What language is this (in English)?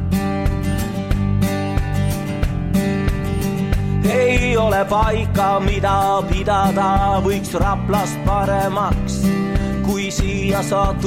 Estonian